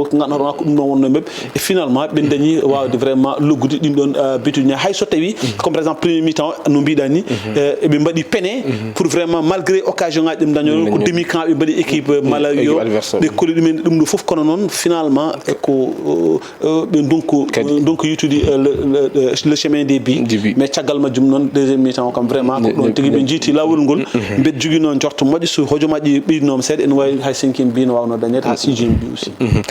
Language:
Fula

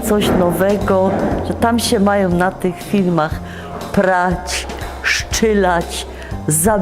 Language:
Silesian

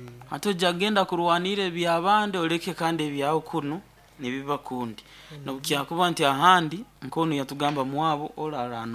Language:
Nyoro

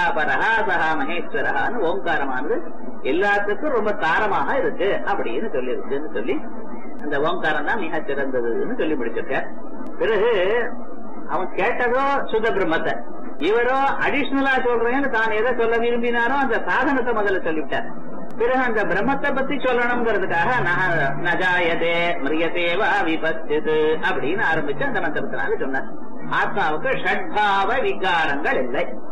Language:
Tamil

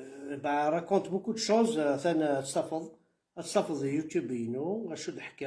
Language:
Kabyle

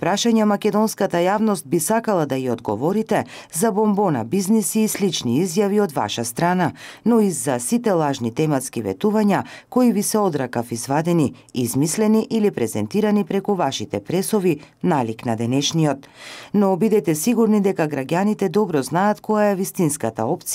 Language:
Macedonian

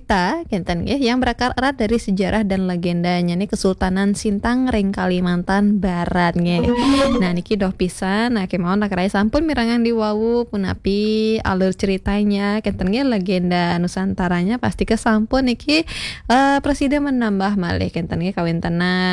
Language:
Balinese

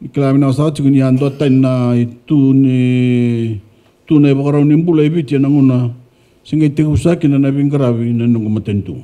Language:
Fijian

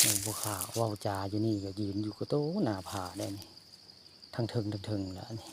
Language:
Northeastern Thai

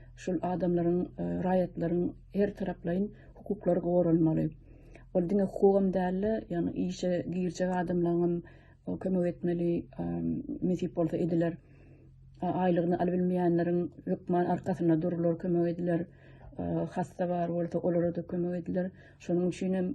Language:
Turkmen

